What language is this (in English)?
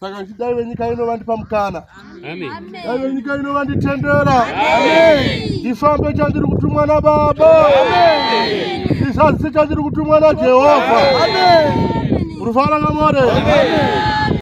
Shona